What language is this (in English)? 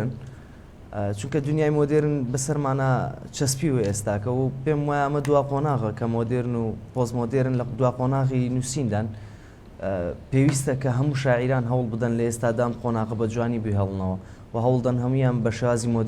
Central Kurdish